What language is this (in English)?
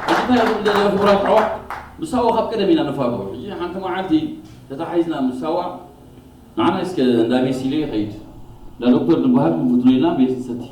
Tigrinya